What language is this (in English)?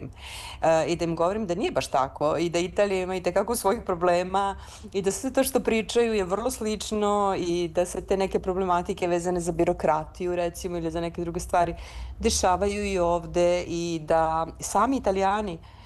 Serbian